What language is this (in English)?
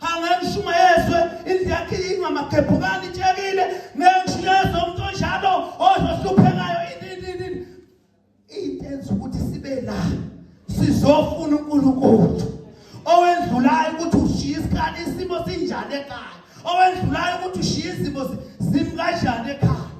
Zulu